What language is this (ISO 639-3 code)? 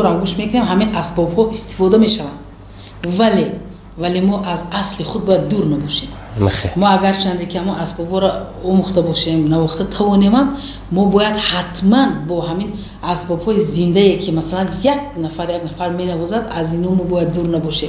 tgk